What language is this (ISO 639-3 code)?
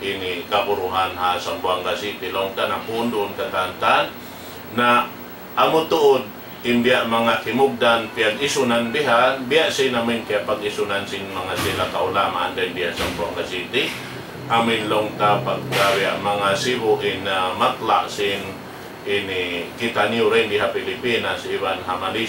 tsg